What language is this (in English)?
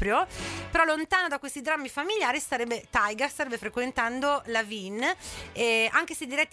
Italian